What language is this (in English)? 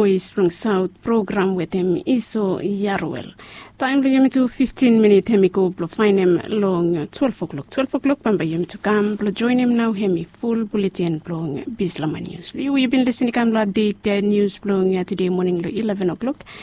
Bislama